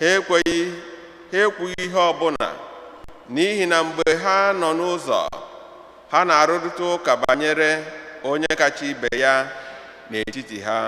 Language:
Igbo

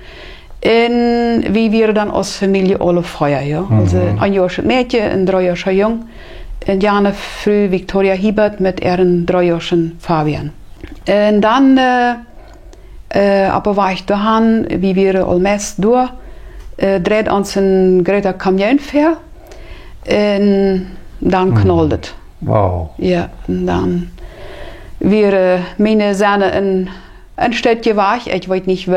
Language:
Plautdietsch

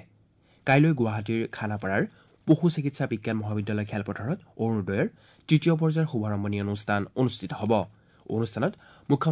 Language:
Assamese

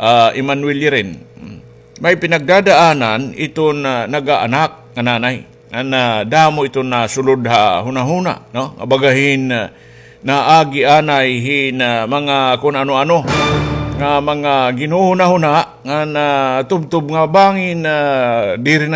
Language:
Waray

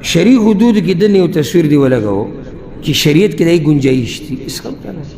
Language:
Pashto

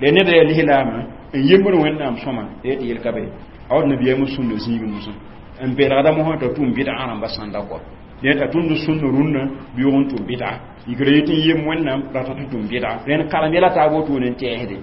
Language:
Mossi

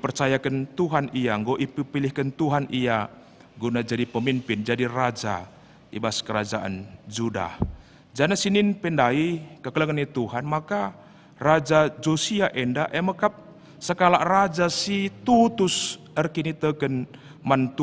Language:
Batak Karo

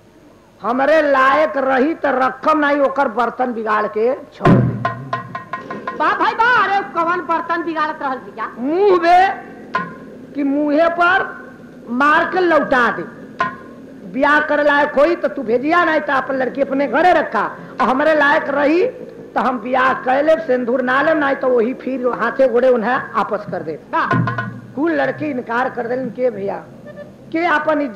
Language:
Bhojpuri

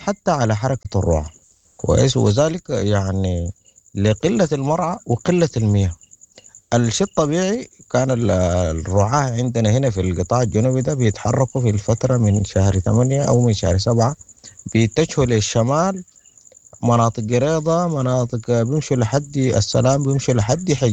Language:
Sudanese Arabic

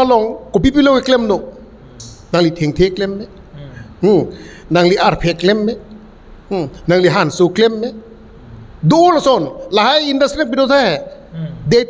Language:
Karbi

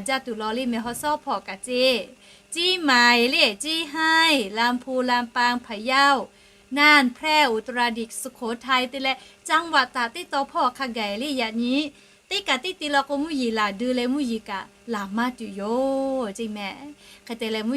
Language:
Lahu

